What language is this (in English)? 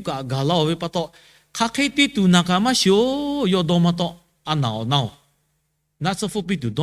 Lahu